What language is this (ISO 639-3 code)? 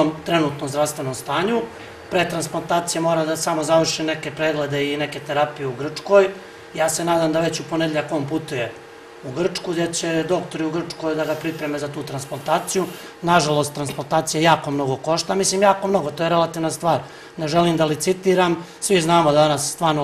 srp